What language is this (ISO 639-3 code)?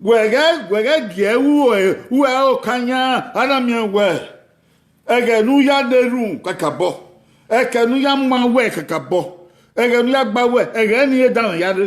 bin